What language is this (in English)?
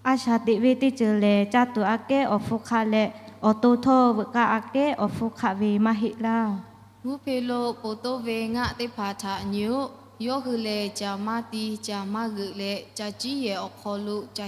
Lahu